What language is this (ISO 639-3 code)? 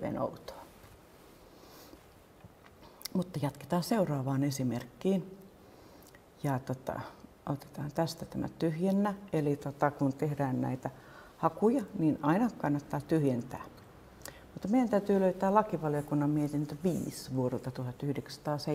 fin